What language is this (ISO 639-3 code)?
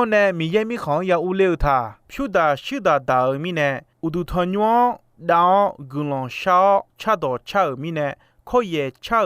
ahk